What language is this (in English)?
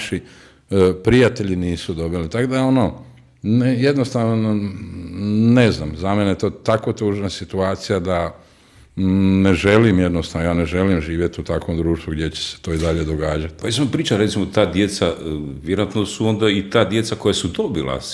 Croatian